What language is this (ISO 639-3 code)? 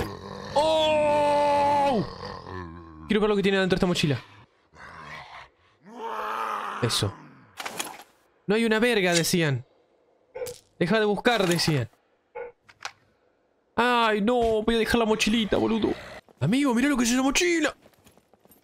spa